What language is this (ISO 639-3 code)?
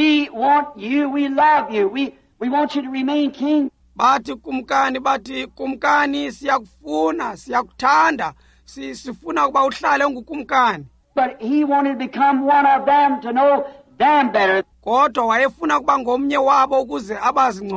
xho